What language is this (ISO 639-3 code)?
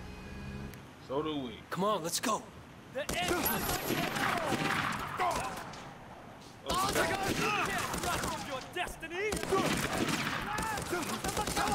eng